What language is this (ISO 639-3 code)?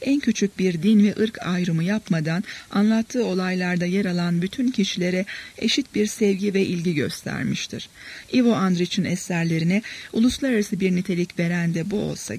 tur